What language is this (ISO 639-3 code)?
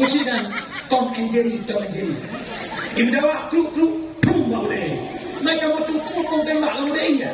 ace